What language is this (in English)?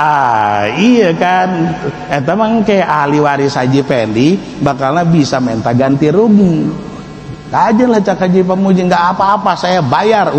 Sundanese